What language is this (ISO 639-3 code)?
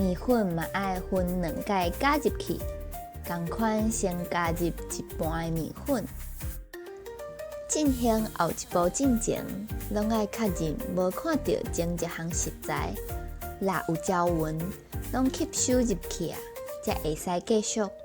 nan